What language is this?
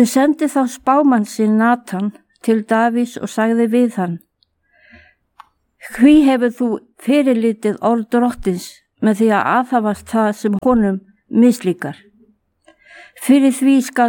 Icelandic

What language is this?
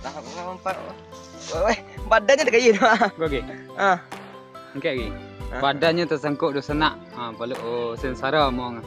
Minangkabau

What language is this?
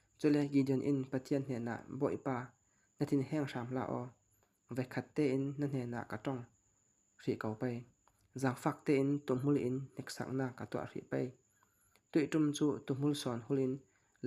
Falam Chin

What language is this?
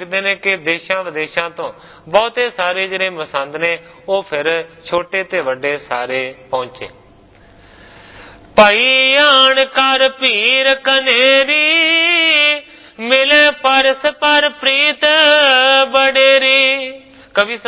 Punjabi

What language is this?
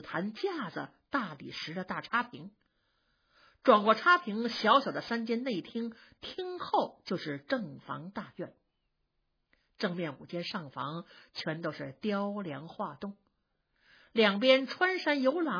Chinese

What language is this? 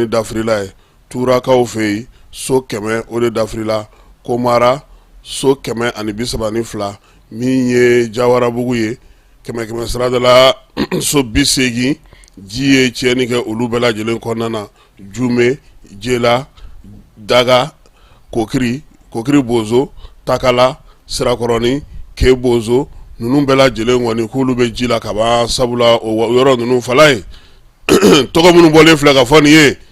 Bambara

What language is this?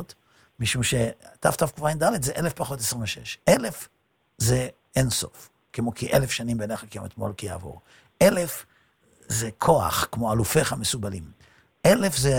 Hebrew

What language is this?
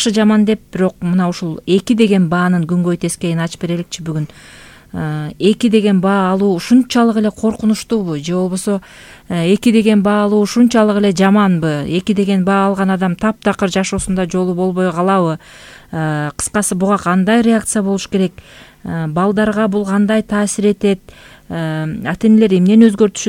Kyrgyz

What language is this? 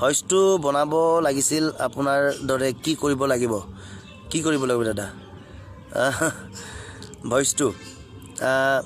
Assamese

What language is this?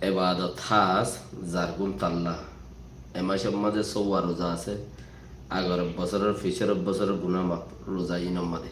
Rohingya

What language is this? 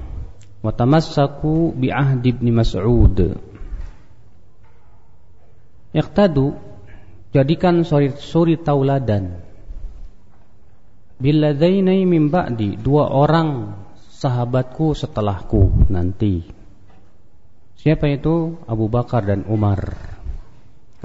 Indonesian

